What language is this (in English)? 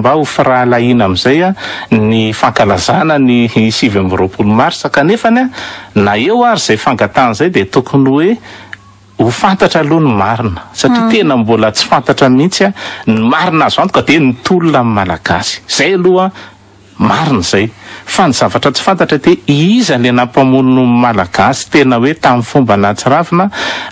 Malagasy